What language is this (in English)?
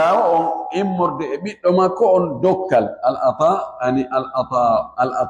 Fula